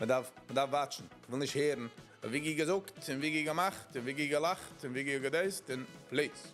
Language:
Yiddish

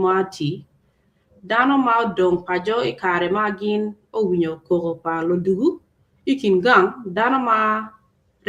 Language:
Acoli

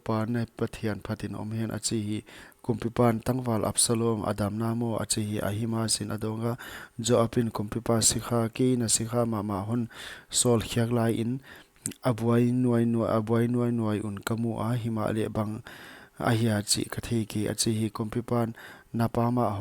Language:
Paite Chin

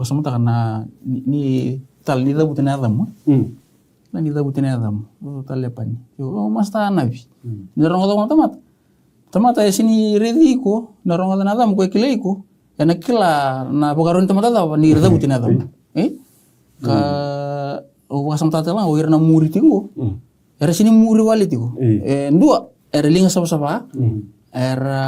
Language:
Fijian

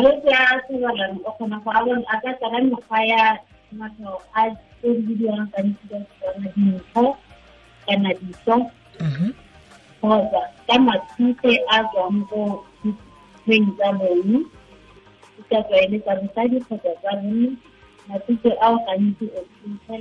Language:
Tswana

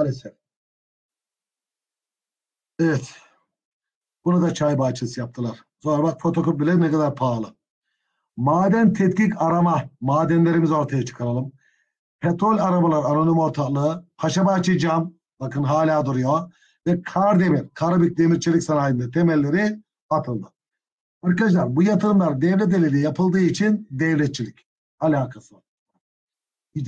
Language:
Turkish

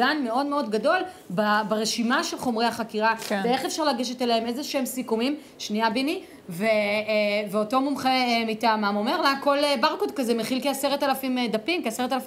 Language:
Hebrew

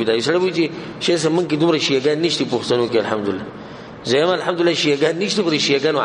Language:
Pashto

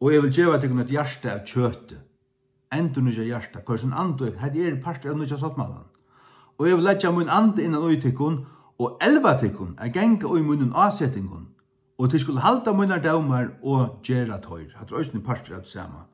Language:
Faroese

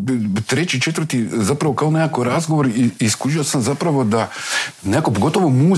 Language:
Croatian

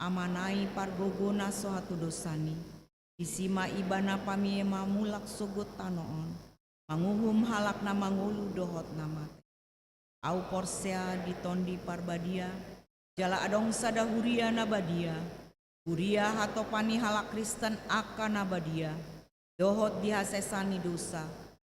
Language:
Batak Toba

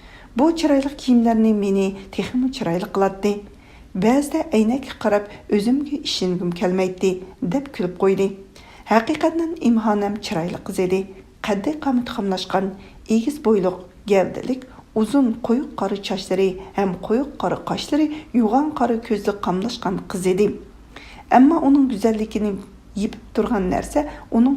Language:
Uyghur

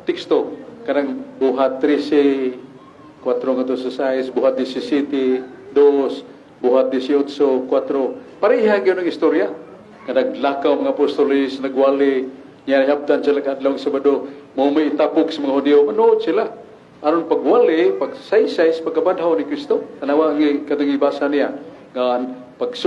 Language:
Cebuano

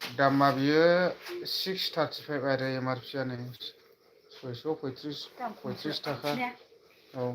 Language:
Bodo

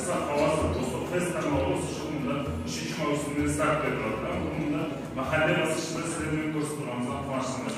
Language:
Kara-Kalpak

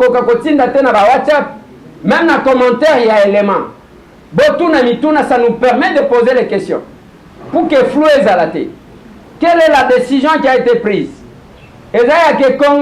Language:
Lingala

